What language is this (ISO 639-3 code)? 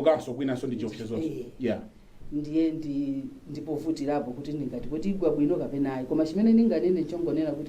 nya